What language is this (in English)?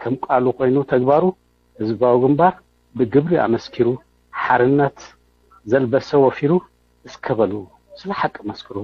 Tigrinya